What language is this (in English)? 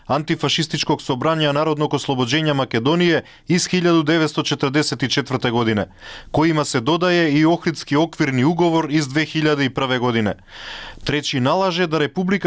Croatian